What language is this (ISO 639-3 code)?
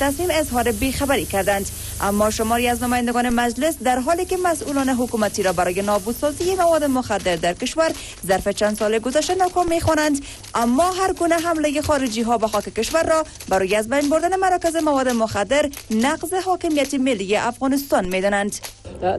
fas